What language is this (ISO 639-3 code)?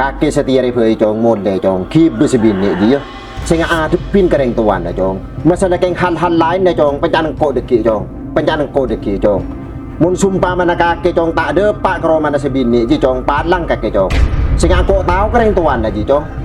mad